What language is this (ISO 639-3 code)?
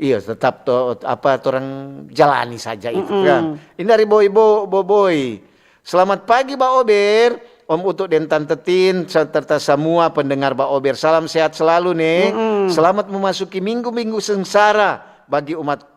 xmm